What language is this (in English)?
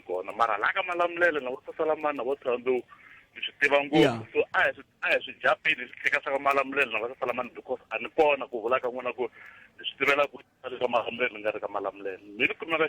Tsonga